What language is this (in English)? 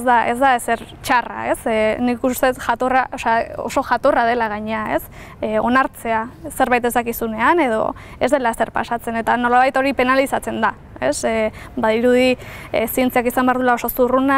Basque